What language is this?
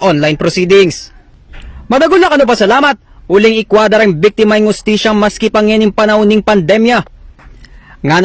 Pampanga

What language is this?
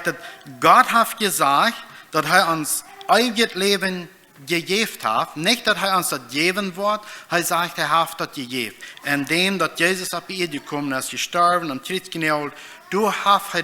Plautdietsch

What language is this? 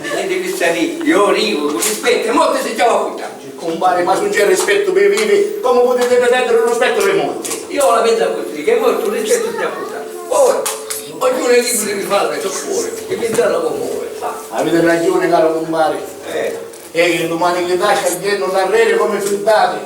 Sicilian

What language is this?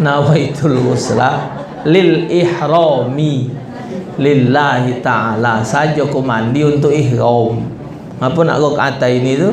Musi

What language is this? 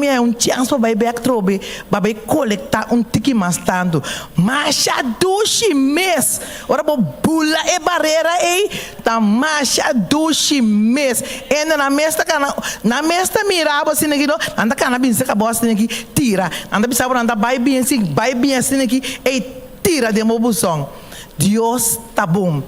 Papiamento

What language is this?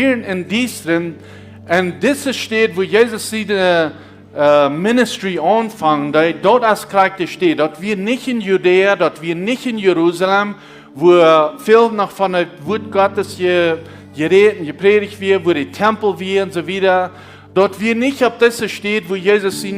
Plautdietsch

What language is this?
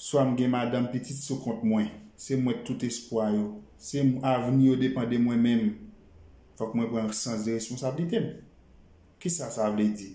Haitian Creole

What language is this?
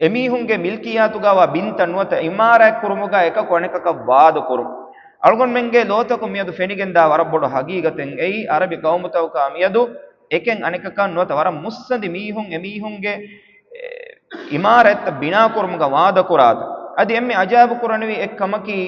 Divehi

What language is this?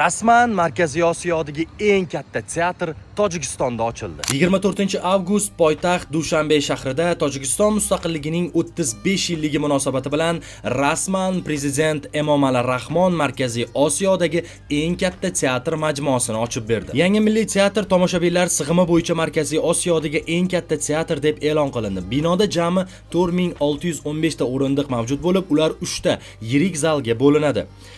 Uzbek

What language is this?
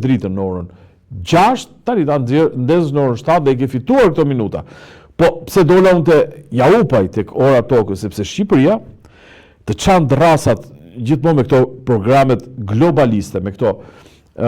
Albanian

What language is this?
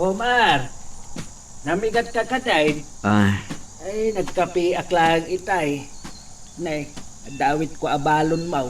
Iloko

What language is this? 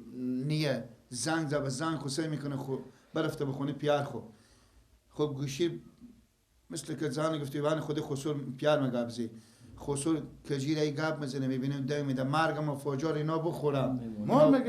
Persian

